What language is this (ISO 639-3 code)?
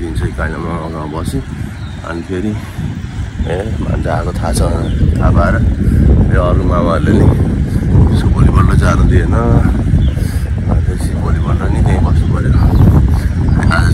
nep